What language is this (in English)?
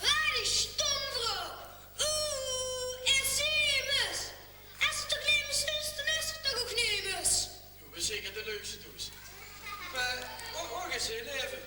Limburgish